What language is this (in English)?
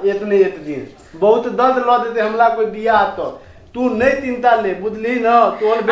Maithili